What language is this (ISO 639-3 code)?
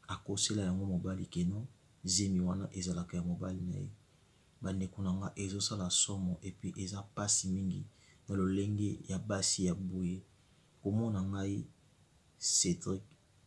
lin